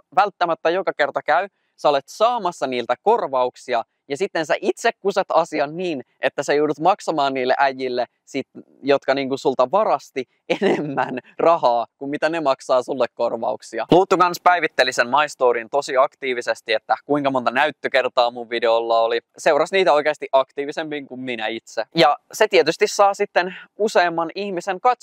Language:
Finnish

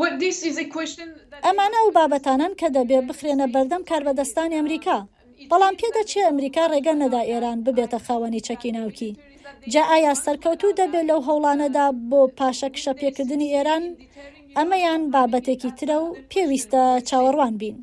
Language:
Central Kurdish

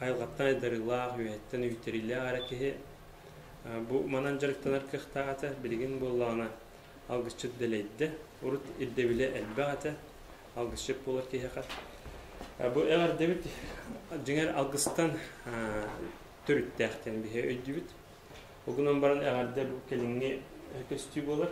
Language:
Yakut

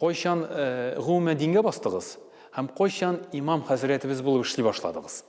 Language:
Tatar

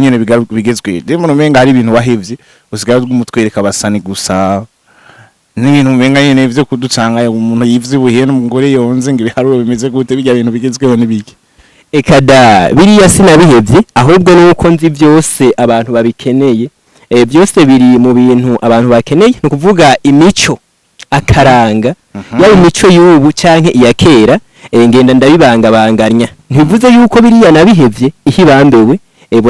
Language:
Rundi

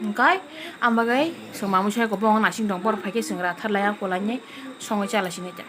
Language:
Kok Borok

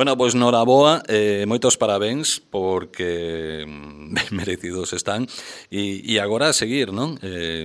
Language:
Galician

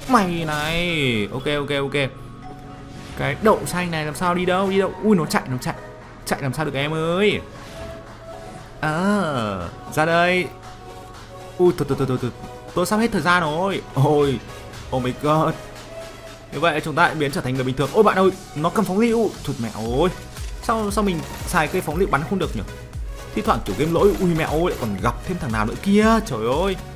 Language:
Vietnamese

